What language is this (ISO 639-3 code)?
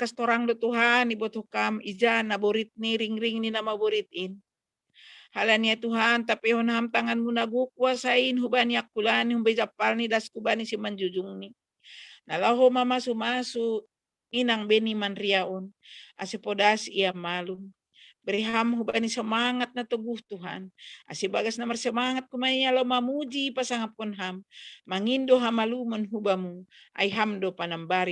bts